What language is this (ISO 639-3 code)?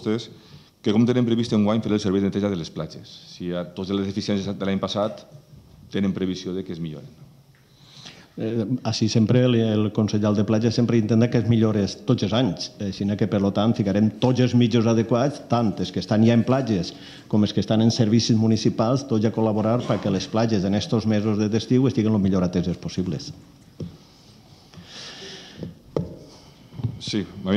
cat